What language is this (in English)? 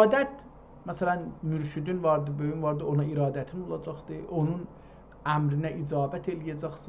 South Azerbaijani